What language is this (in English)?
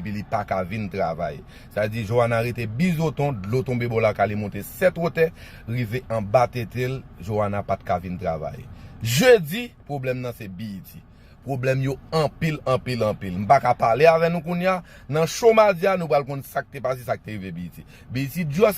Haitian Creole